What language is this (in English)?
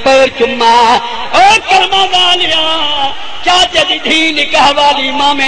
Saraiki